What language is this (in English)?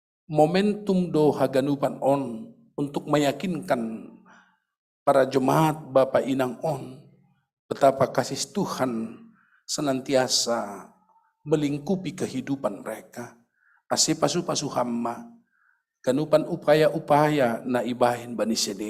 Batak Simalungun